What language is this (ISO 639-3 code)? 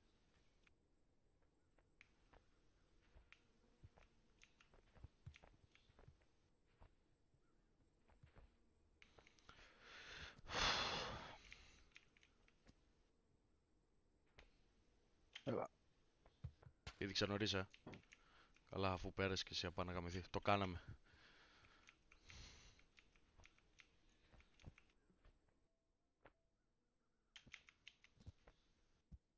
ell